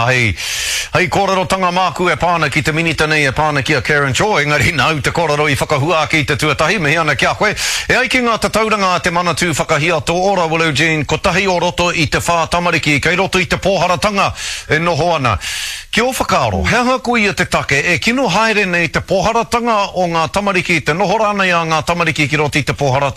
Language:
Māori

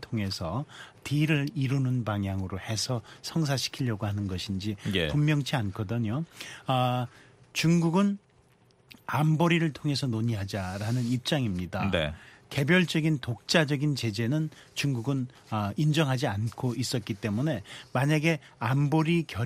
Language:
Korean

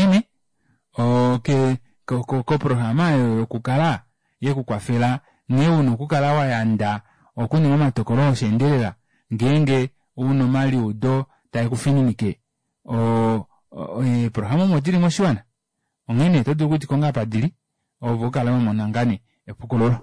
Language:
Kuanyama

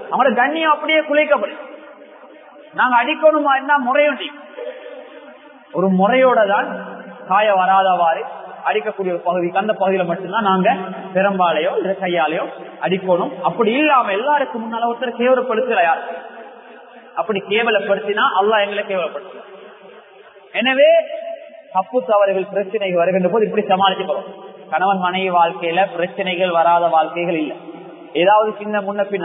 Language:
Tamil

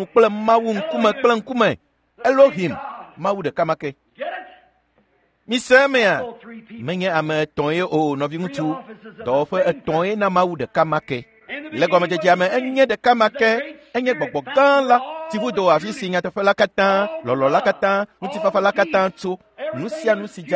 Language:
Ewe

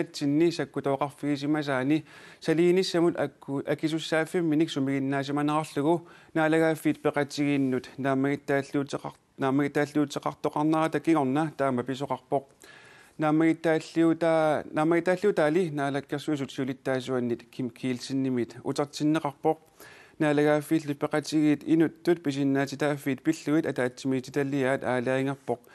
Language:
Kalaallisut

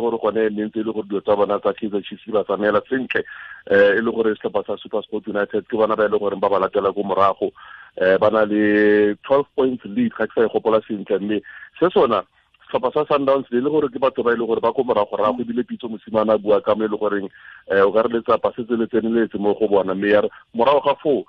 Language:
Tswana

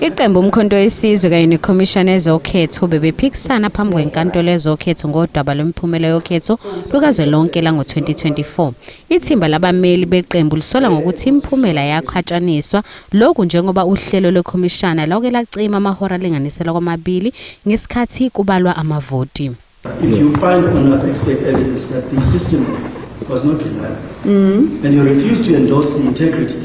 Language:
Zulu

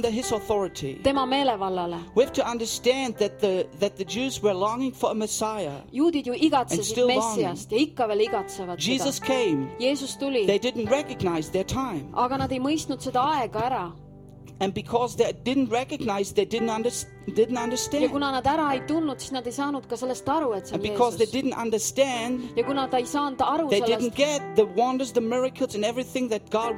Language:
Estonian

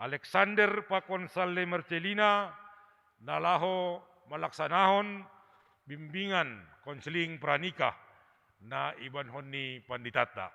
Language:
Batak Simalungun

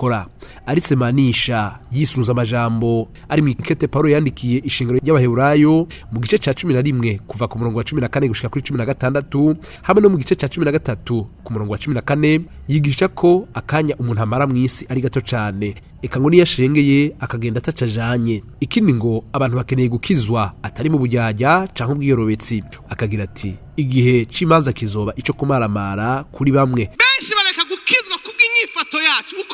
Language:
Rundi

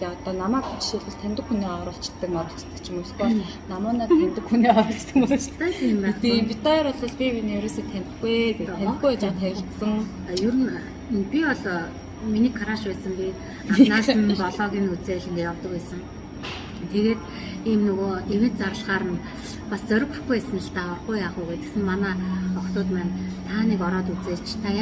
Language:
Mongolian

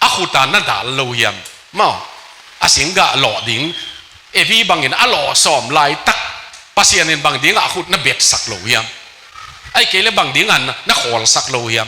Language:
Tedim Chin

